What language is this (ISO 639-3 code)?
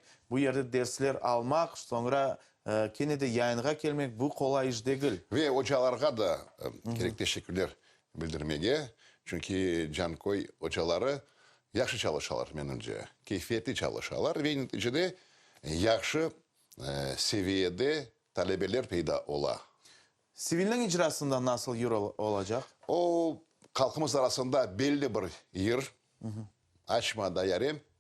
crh